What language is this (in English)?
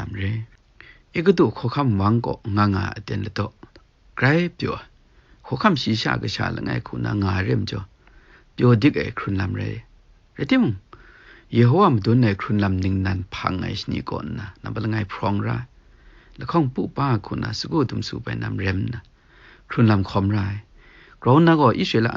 Kachin